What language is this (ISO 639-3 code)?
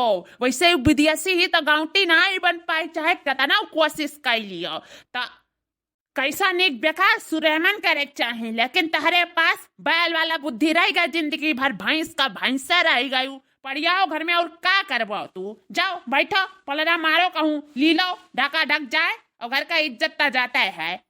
awa